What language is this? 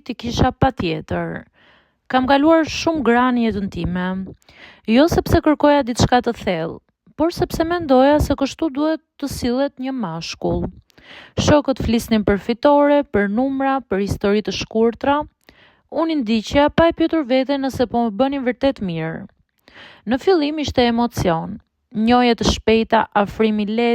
Albanian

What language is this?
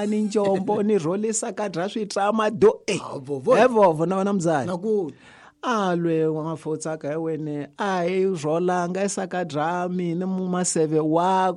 Tsonga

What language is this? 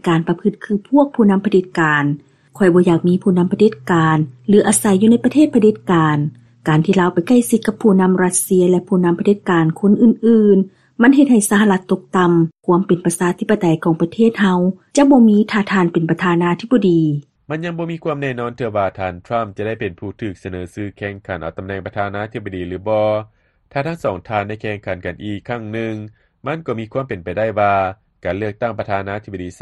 Lao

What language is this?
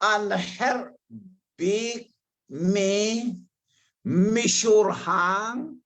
Hakha Chin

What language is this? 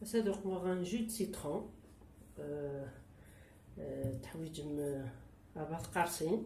Kabyle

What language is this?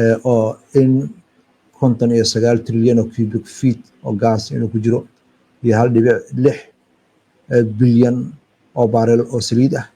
Somali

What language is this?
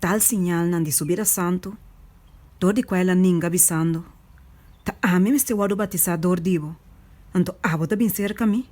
Papiamento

